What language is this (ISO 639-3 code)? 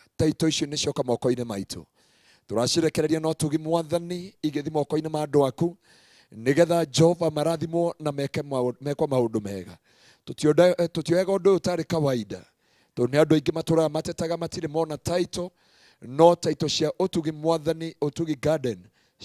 kik